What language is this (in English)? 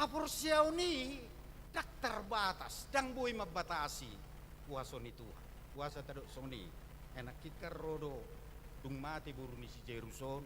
Batak Toba